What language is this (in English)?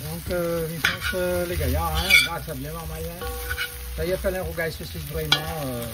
Réunion Creole French